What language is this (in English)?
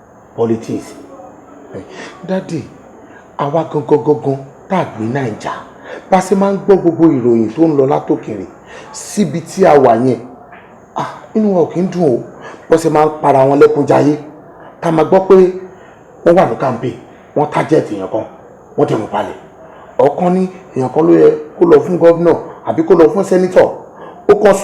Yoruba